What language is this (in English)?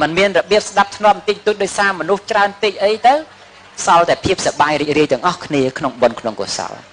Khmer